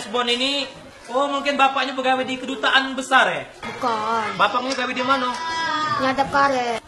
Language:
Musi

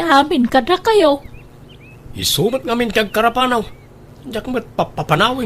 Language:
Iloko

